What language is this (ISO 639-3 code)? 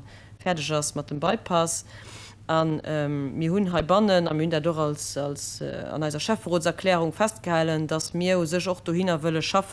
ltz